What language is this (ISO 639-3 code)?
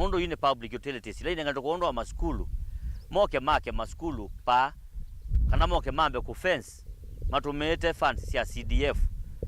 kam